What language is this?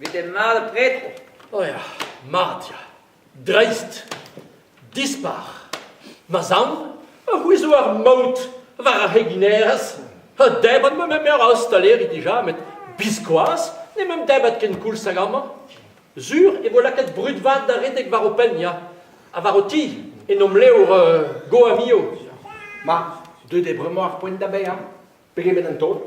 Breton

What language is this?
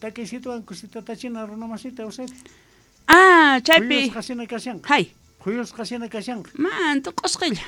South Bolivian Quechua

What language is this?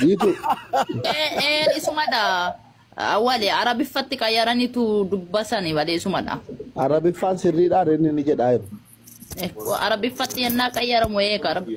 Oromo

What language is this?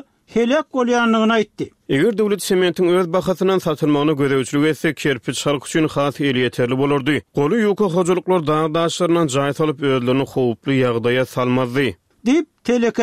Turkmen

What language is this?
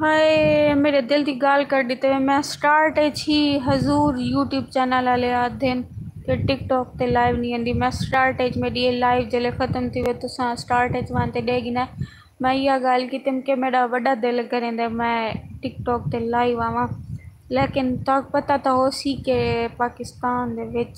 Saraiki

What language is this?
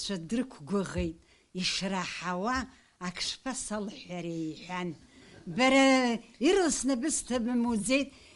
Abkhazian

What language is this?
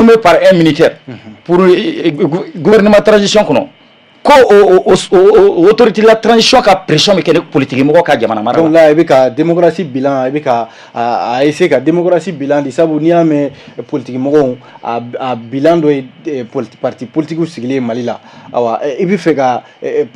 Bambara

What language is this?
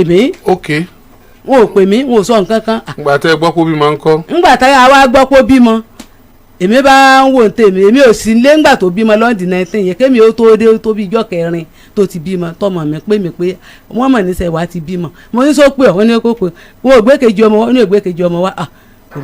Yoruba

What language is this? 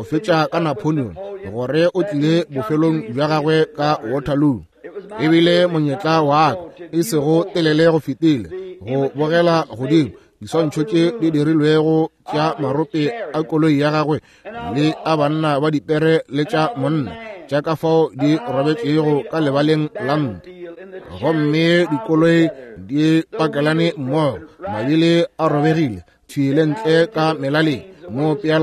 Northern Sotho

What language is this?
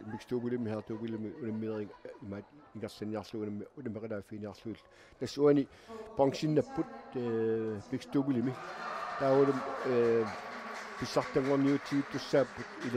Kalaallisut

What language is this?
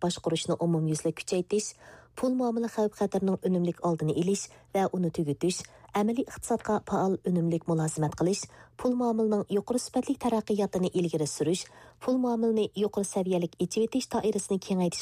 Uyghur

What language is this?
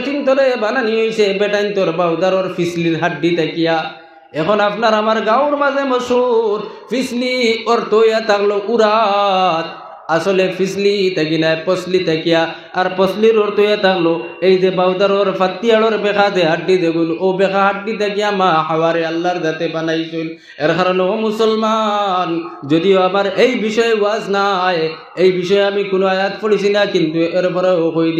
Sylheti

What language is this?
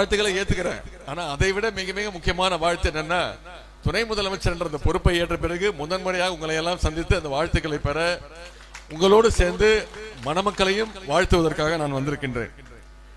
Tamil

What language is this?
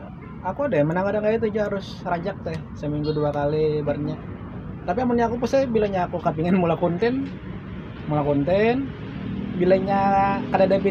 Banjar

